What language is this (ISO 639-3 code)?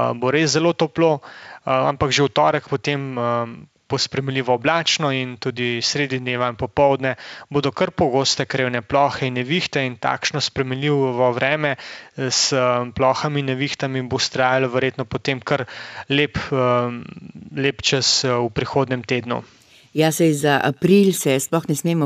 slv